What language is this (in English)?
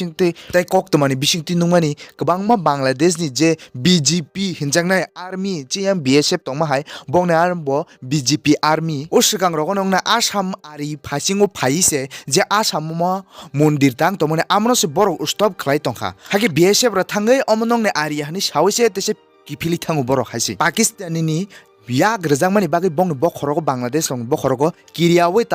Kok Borok